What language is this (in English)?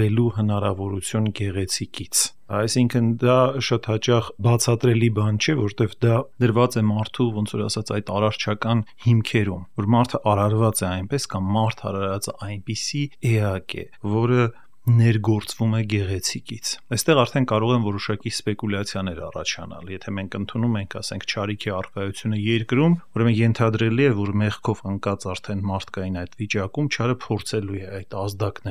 Armenian